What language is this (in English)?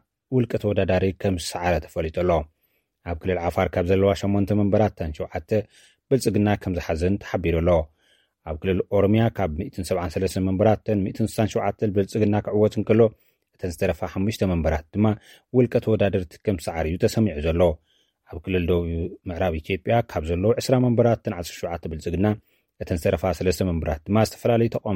Tigrinya